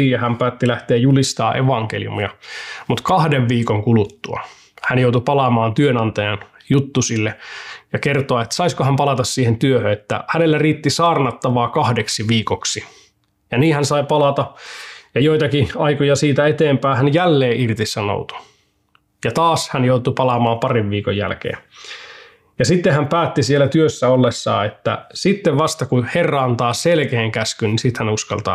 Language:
Finnish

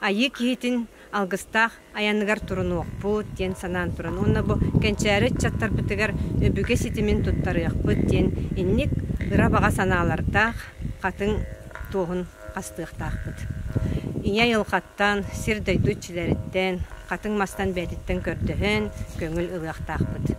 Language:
Yakut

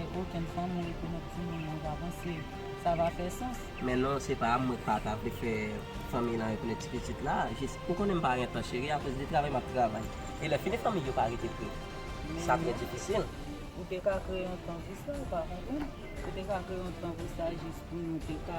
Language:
Haitian Creole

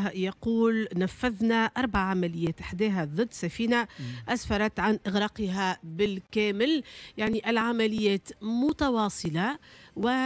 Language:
Tunisian Arabic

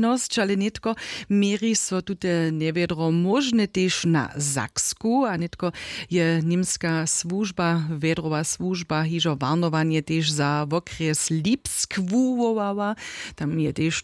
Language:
Upper Sorbian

